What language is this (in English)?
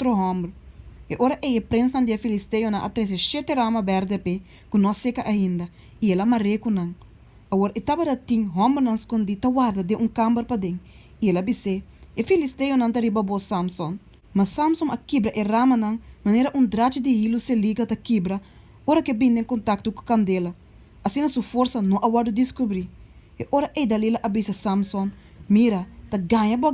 Papiamento